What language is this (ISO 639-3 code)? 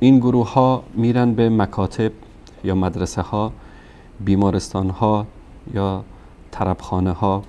fas